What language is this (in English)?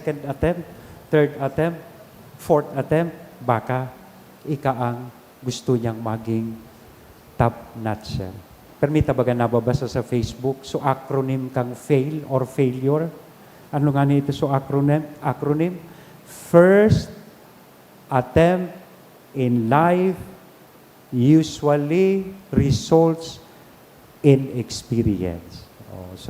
Bikol